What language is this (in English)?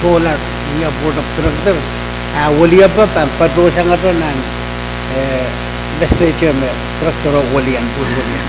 Pohnpeian